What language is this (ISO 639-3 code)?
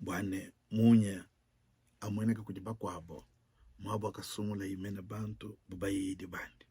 lua